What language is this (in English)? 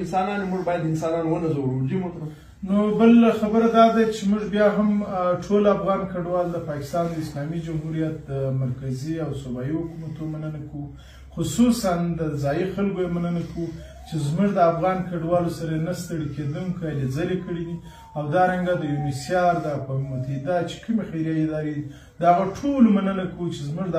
Pashto